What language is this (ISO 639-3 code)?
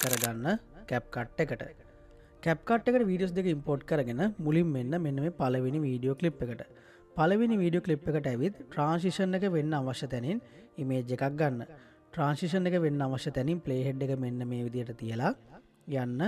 sin